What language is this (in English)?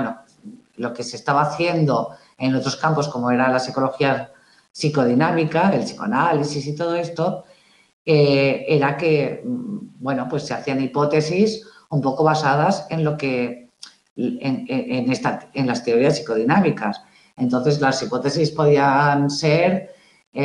Spanish